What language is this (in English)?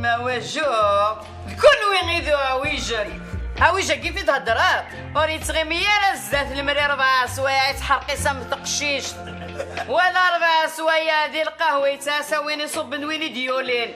Kabyle